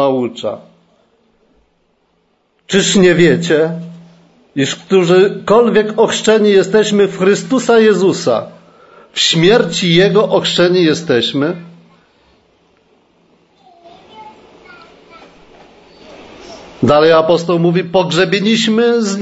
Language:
Polish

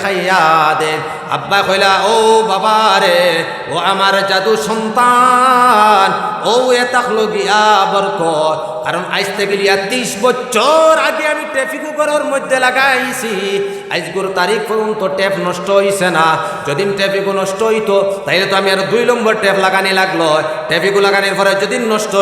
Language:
Sylheti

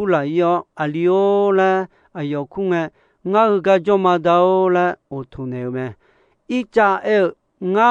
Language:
Akha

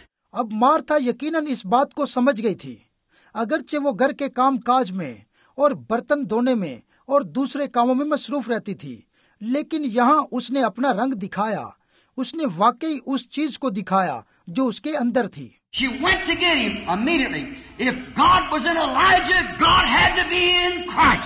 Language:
Urdu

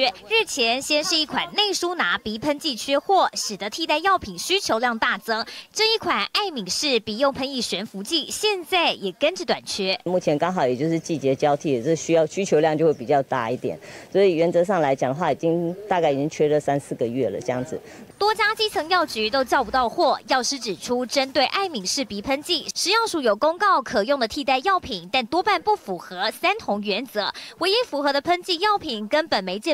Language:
Chinese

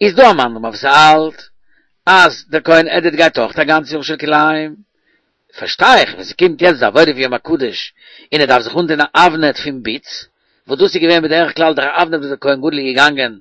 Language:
Yiddish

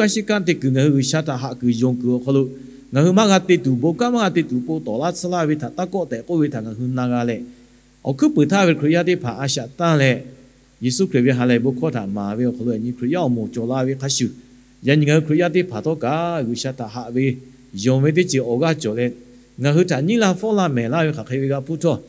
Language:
Lahu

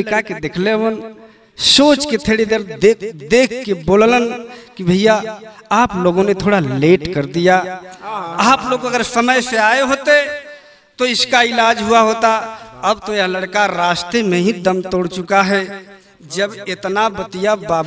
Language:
Bhojpuri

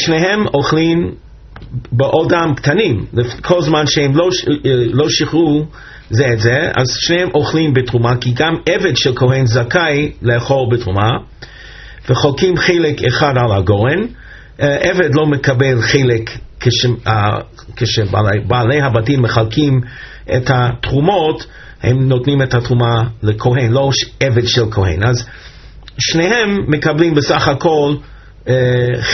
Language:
Hebrew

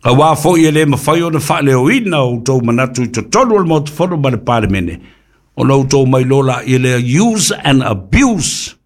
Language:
Samoan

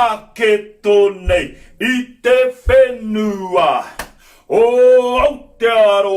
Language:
Māori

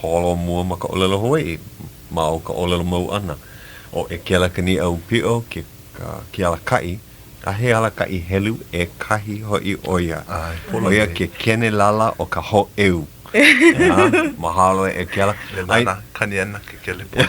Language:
Hawaiian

